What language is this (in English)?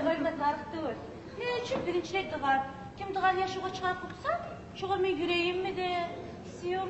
Kumyk